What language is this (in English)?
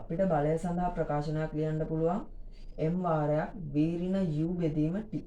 Sinhala